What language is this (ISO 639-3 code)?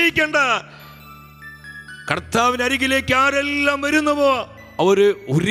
mal